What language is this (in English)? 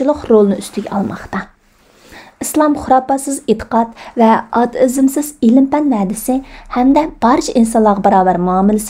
Uyghur